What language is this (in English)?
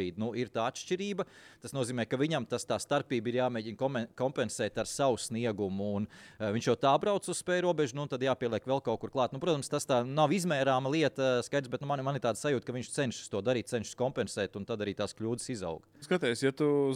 Latvian